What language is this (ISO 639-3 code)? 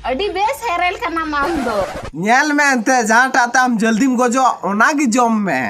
sat